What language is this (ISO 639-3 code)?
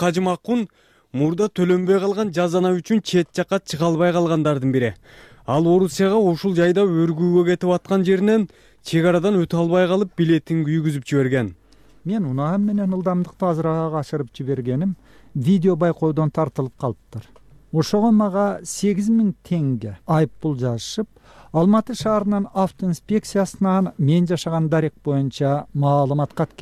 kir